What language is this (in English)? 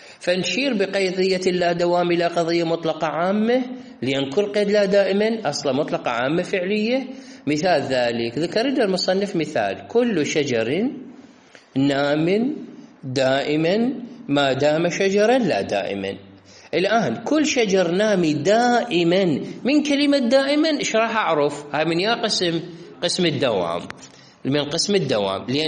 Mesopotamian Arabic